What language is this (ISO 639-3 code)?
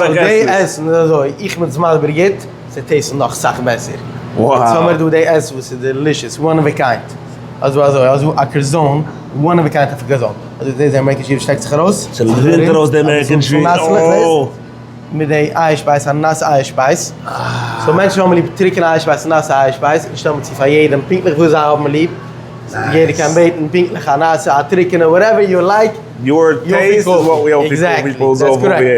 yid